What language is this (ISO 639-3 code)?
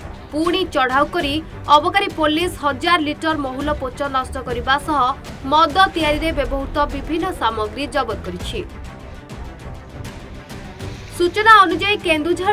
ori